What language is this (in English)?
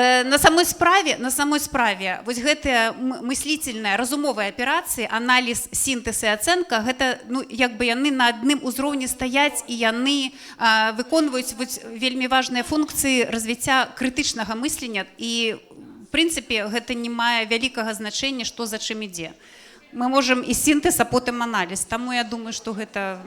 Belarusian